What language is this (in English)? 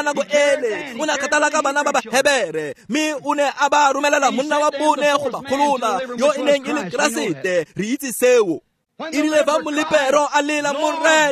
Tswana